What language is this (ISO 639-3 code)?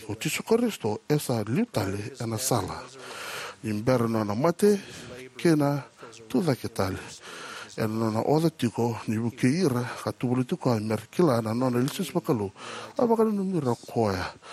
fij